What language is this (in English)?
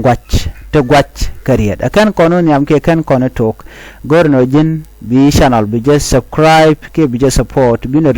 Nuer